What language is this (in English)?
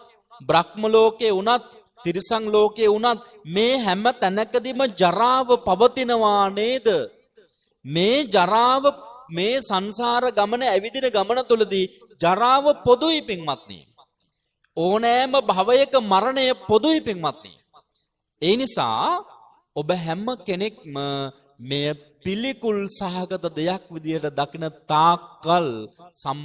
Sinhala